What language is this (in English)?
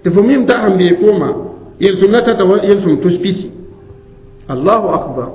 Mossi